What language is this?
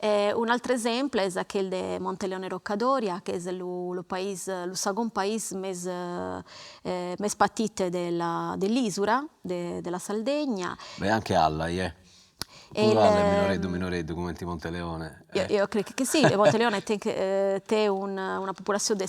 Sardinian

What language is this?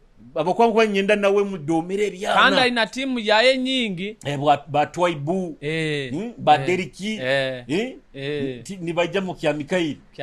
Nyoro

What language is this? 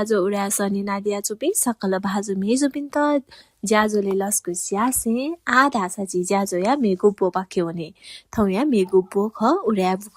Newari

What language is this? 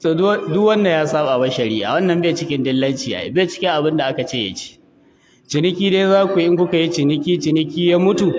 Hausa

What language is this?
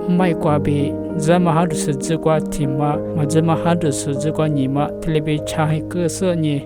Lisu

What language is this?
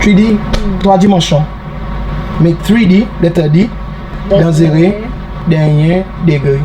Seselwa Creole French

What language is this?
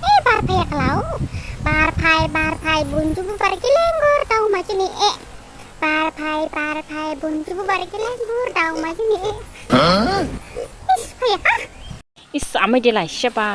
Dimasa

